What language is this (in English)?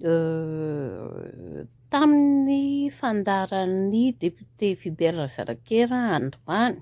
Malagasy